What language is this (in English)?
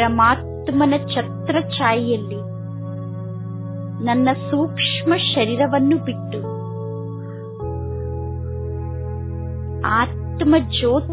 Kannada